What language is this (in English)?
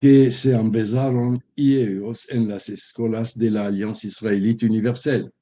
Ladino